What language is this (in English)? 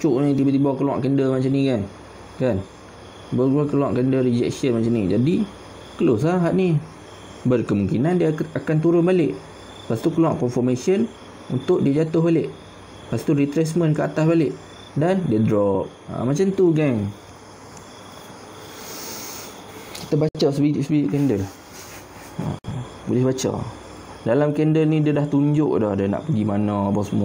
Malay